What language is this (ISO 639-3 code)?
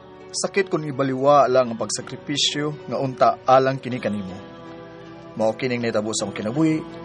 ceb